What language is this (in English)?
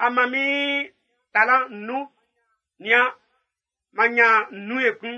Baoulé